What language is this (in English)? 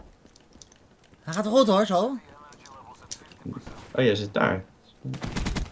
Dutch